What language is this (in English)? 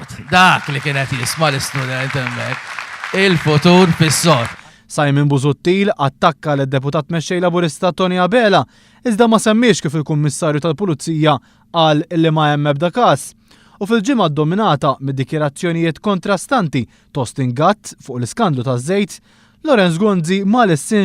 Maltese